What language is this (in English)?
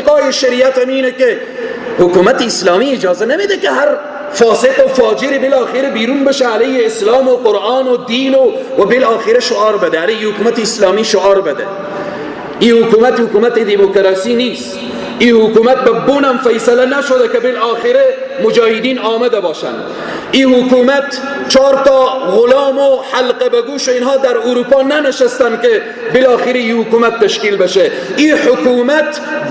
Persian